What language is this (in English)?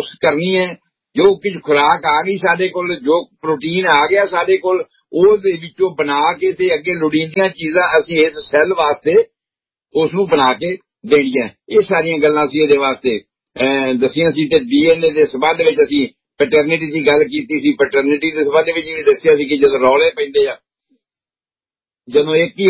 Punjabi